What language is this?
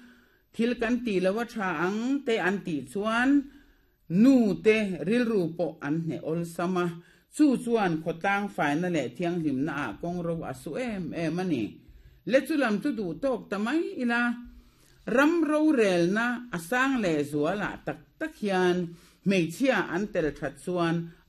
Mizo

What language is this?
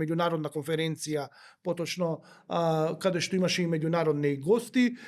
Macedonian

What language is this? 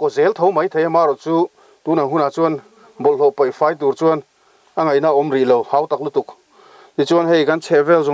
Mizo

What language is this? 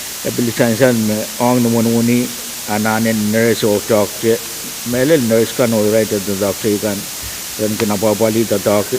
Pohnpeian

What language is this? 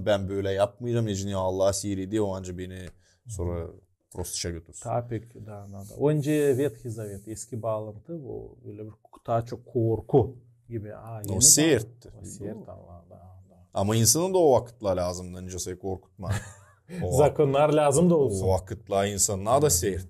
Gagauz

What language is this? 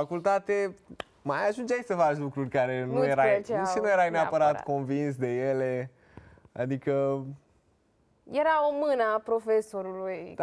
Romanian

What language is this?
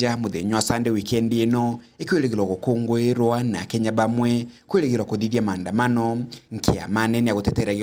Meru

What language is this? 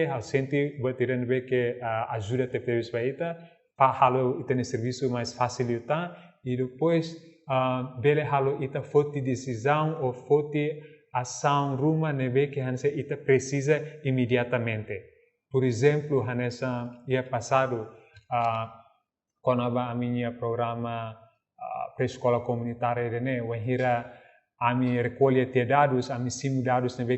Tetum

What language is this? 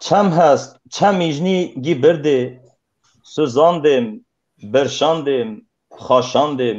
Kurdish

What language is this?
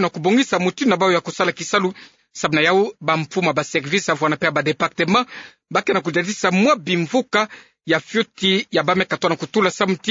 Kituba (Democratic Republic of Congo)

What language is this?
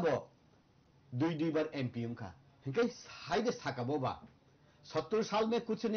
Kok Borok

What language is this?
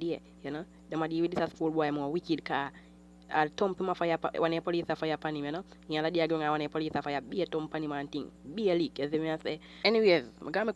Jamaican Creole English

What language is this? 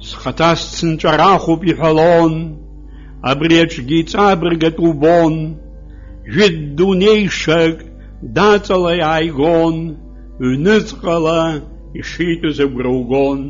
Abkhazian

